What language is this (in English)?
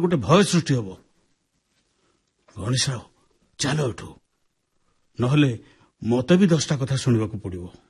Odia